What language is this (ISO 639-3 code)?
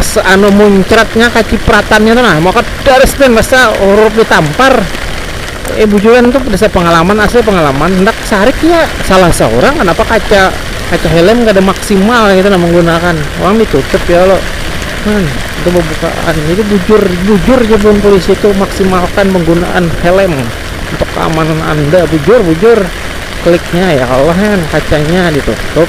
bjn